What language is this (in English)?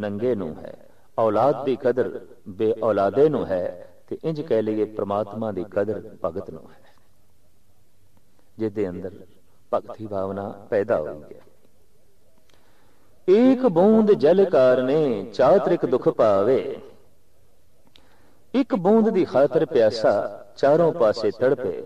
Punjabi